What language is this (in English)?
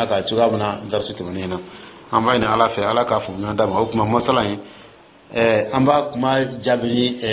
Dyula